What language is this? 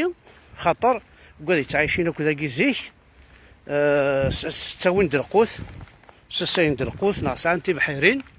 Kabyle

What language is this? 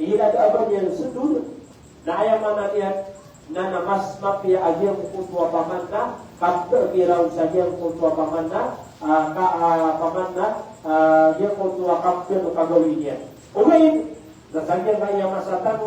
Maranao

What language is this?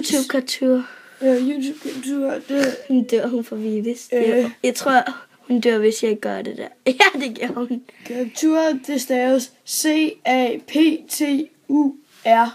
Danish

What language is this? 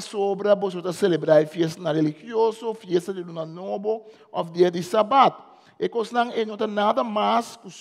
Papiamento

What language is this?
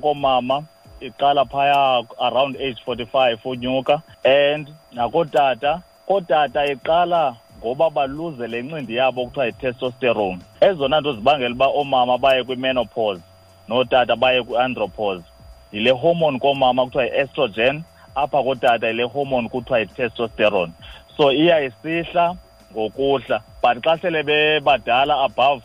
Xhosa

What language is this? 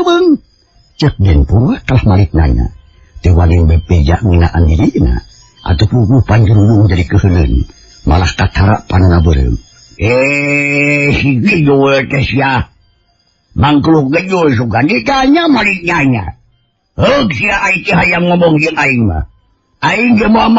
Sundanese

